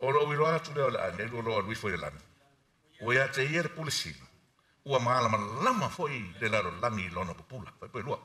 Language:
Samoan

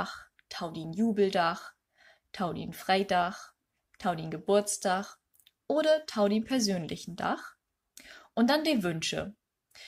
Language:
Low German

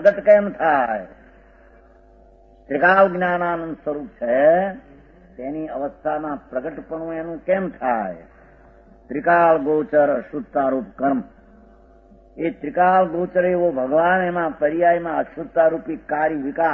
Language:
Gujarati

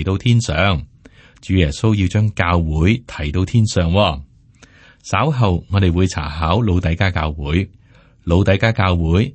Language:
Cantonese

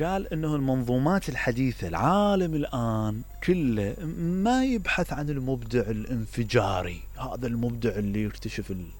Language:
Mesopotamian Arabic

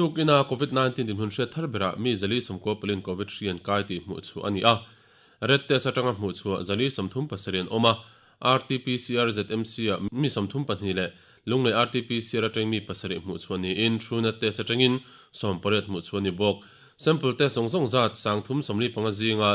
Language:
Mizo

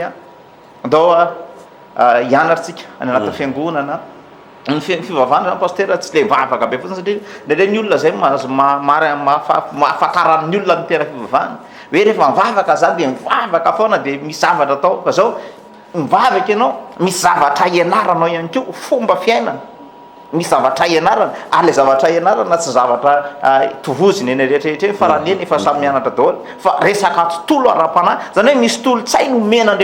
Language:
Malagasy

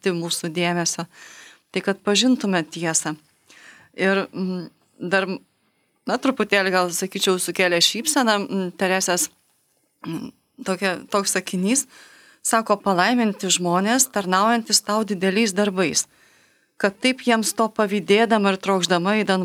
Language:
Lithuanian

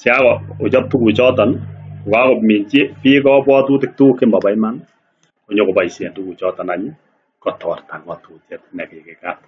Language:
Kalenjin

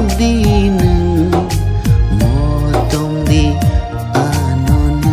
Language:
Kok Borok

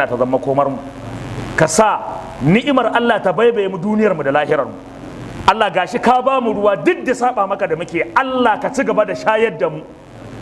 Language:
Hausa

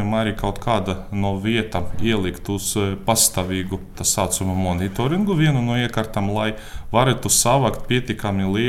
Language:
Latvian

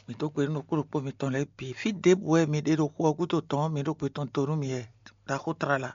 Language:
Fon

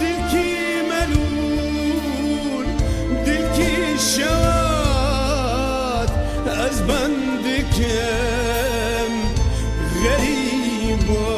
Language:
Kurdish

